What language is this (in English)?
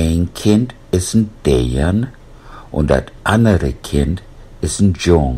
Low German